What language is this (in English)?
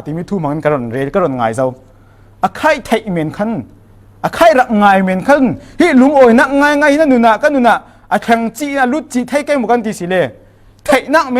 Falam Chin